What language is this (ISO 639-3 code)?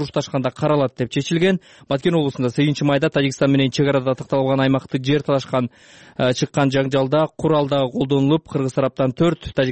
kir